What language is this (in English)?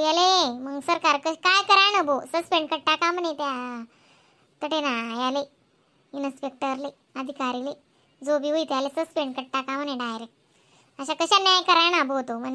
Khandesi